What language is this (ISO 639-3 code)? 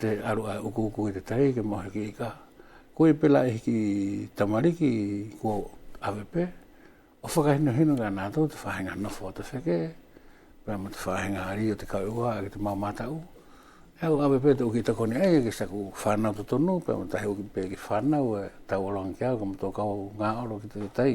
wls